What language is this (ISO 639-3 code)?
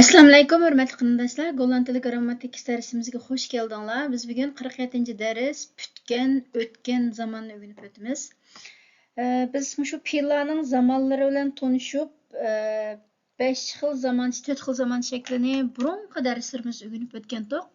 uig